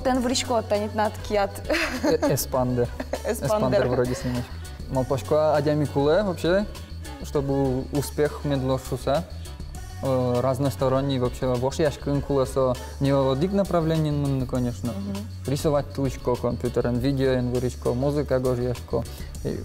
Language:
Udmurt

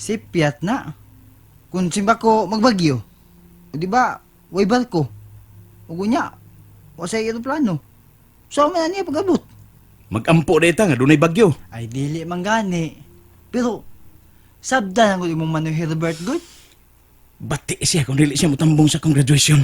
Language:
Cebuano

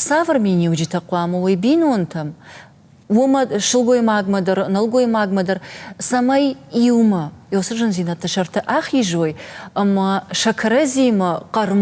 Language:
Ossetic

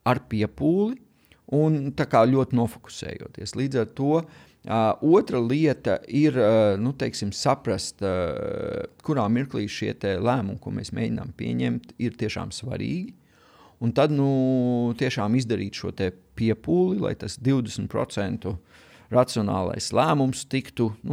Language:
Latvian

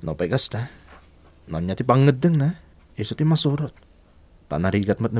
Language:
Iloko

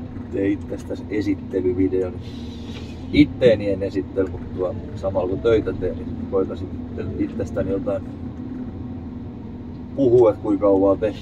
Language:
Finnish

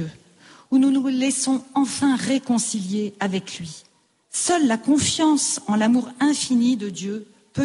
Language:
French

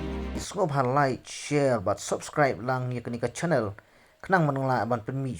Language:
Khasi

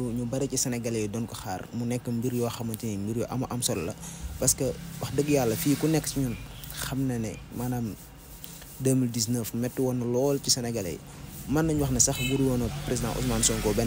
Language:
Wolof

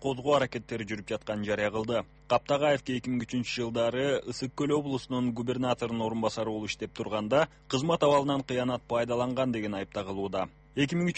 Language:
Kyrgyz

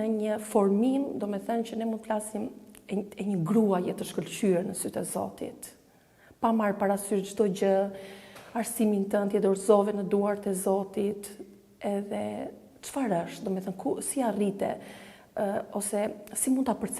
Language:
Albanian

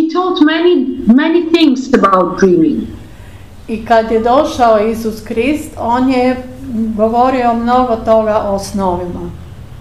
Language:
Croatian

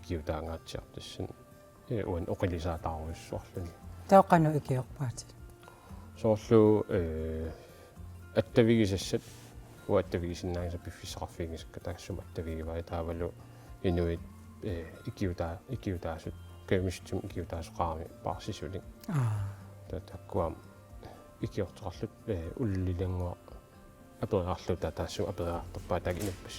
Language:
Kalaallisut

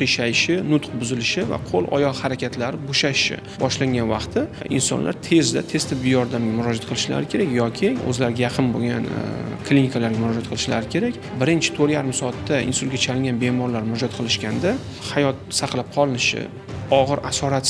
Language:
Uzbek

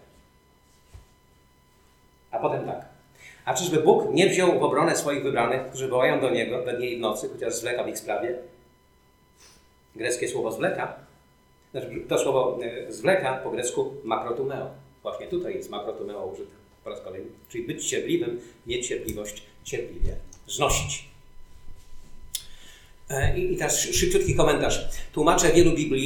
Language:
Polish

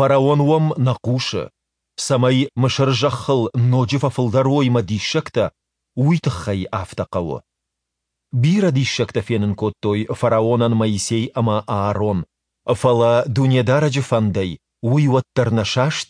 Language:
Ossetic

